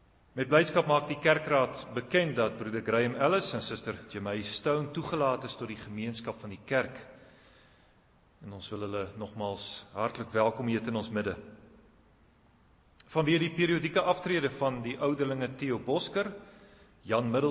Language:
Afrikaans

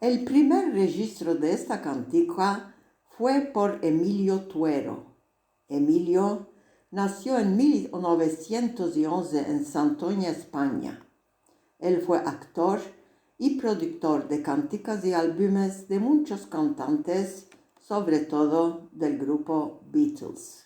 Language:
Ladino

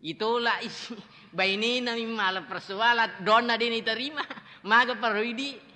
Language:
Buginese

